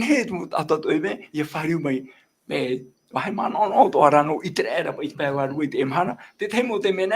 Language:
Tahitian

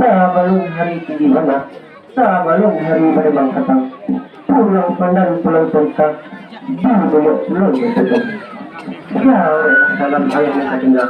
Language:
Minangkabau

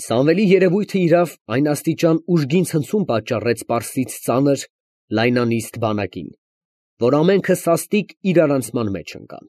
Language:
Armenian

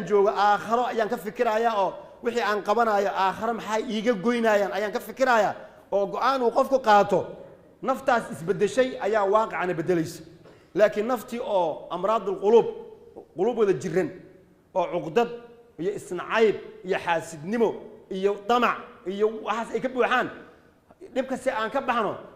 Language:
Somali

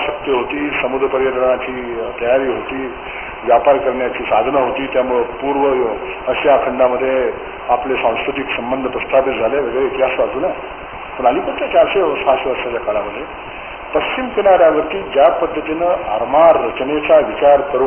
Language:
Marathi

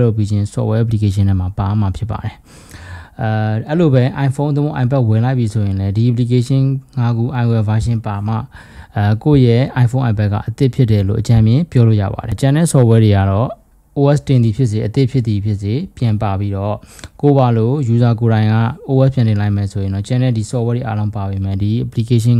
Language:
Burmese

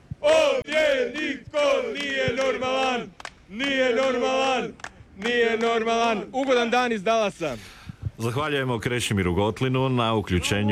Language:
Croatian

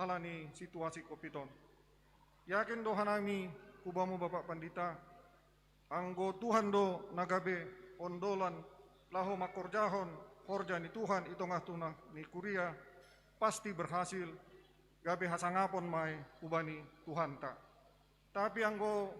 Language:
Batak Simalungun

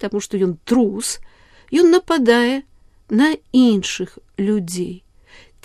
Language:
Belarusian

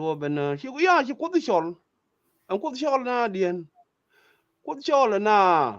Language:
Nuer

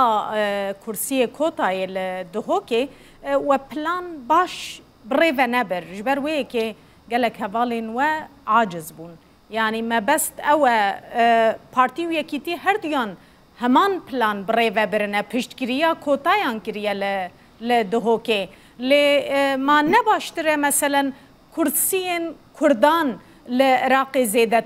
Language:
Kurdish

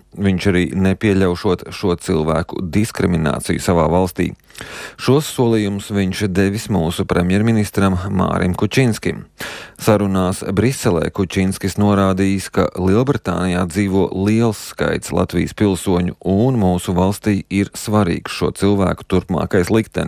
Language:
Latvian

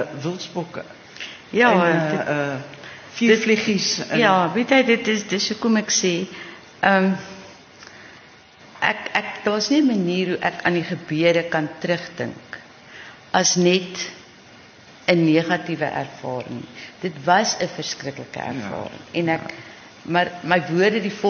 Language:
Afrikaans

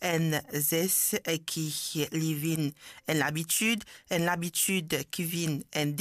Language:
Morisyen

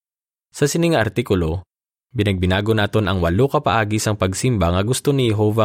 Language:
Hiligaynon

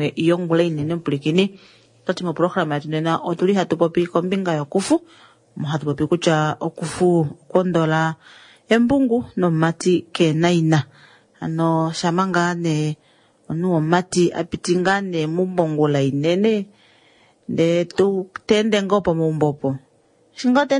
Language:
Kuanyama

